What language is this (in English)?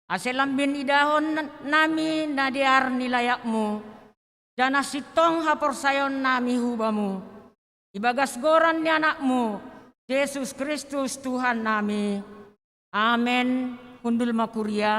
Batak Simalungun